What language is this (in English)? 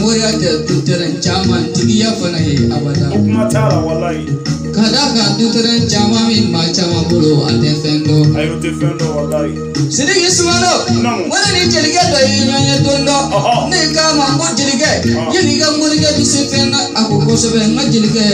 Bambara